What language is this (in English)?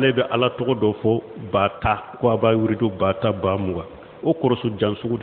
Bambara